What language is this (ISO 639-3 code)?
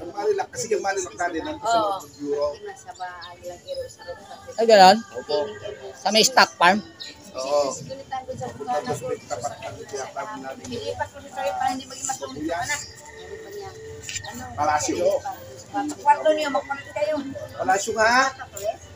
fil